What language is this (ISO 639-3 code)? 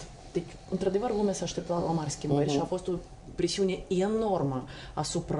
ron